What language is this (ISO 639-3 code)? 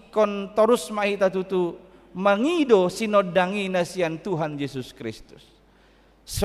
bbc